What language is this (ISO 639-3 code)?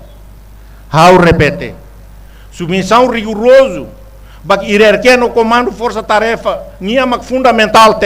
tet